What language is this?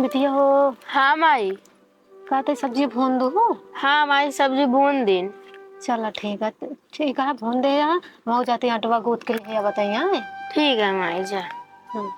Awadhi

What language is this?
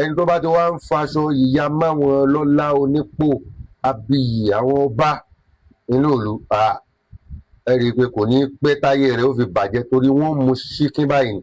Yoruba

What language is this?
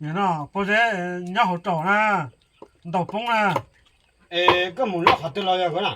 Hmong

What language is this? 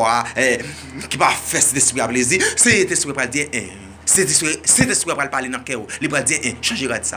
Haitian Creole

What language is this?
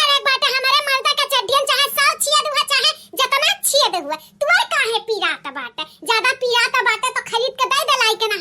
Bhojpuri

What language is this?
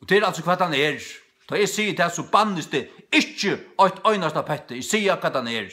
Faroese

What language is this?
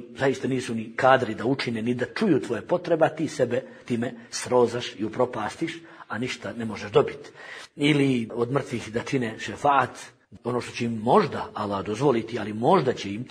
Bosnian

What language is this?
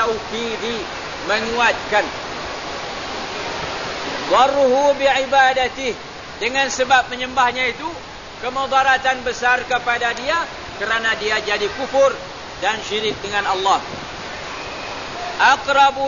Malay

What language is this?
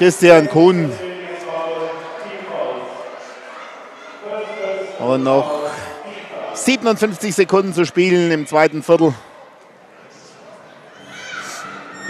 German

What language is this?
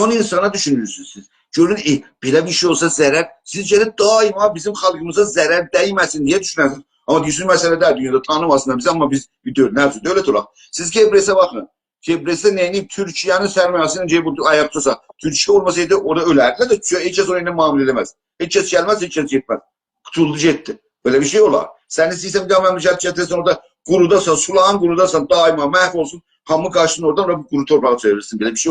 South Azerbaijani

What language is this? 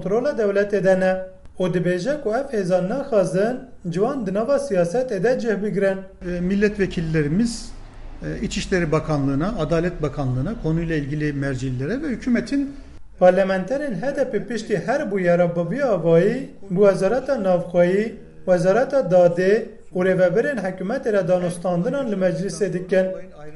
Kurdish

